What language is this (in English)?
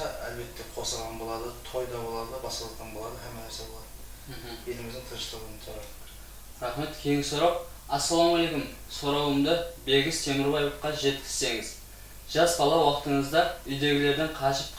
Kara-Kalpak